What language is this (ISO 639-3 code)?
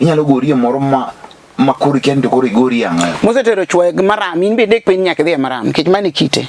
luo